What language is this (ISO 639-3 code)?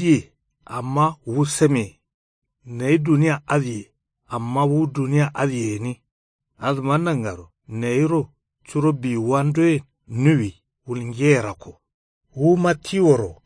kau